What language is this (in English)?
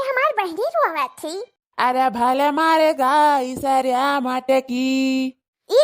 Awadhi